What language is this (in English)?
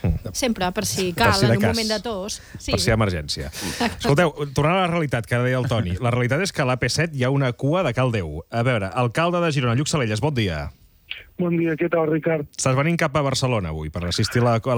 Catalan